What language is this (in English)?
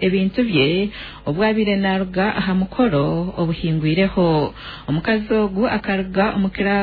Nyankole